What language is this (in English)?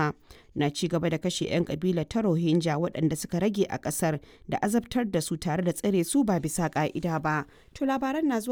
Hausa